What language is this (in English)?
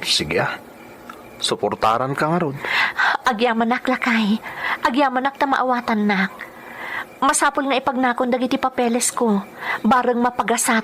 Iloko